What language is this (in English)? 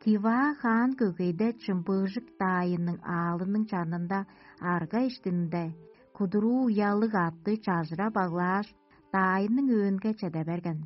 Tuvinian